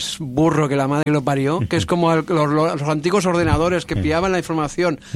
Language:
Spanish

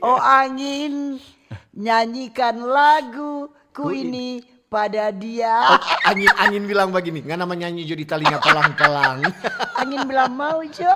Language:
Manado Malay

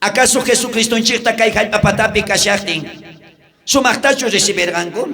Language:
South Bolivian Quechua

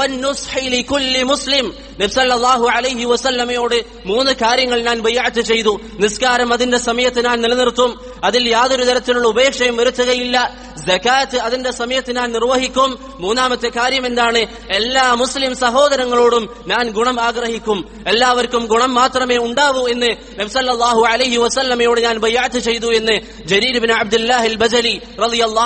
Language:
Malayalam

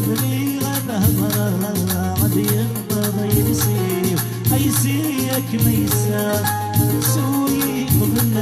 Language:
Kabyle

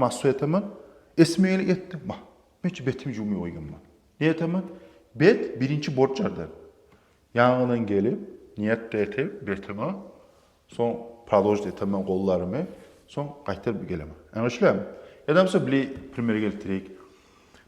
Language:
Kumyk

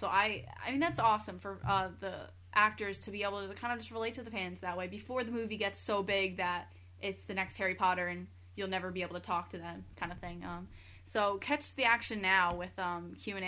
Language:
English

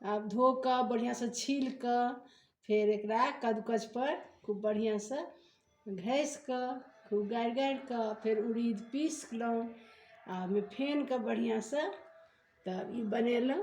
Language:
Maithili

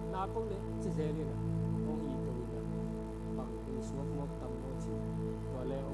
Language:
Tedim Chin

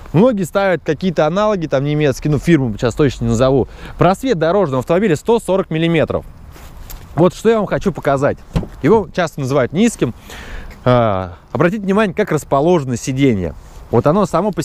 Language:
Russian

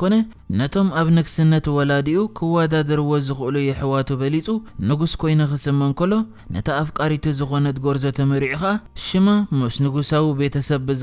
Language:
Tigrinya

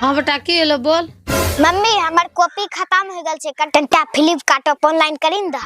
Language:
Angika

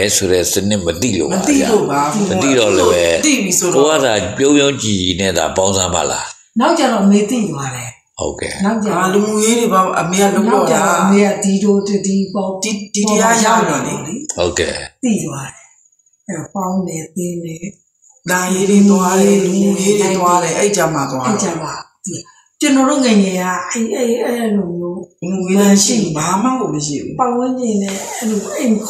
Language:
Burmese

